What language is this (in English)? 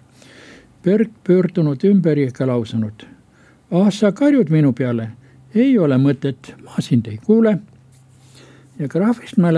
Estonian